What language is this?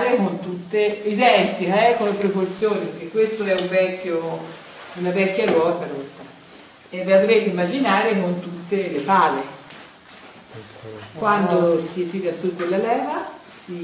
Italian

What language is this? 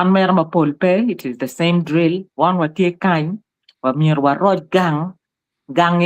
Acoli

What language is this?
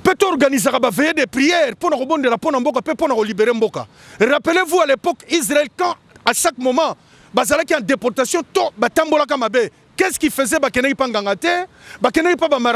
Lingala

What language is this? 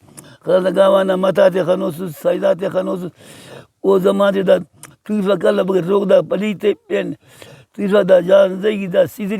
Brahui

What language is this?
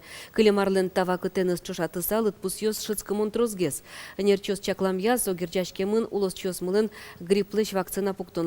Udmurt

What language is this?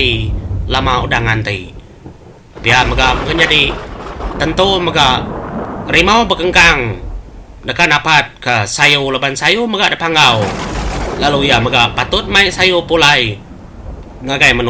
Iban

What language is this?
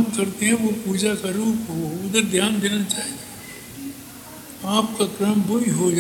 Hindi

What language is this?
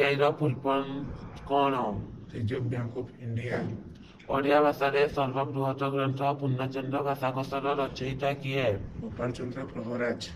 Odia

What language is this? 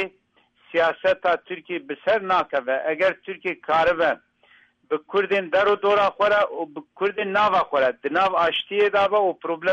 Kurdish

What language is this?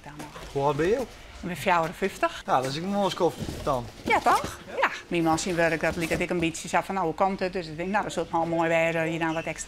Western Frisian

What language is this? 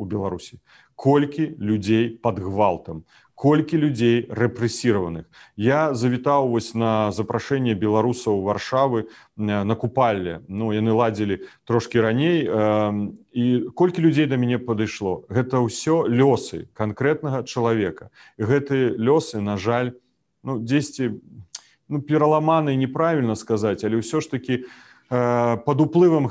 Belarusian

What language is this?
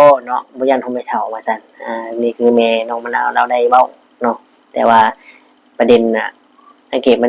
Lao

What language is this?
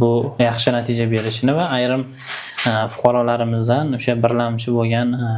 Uzbek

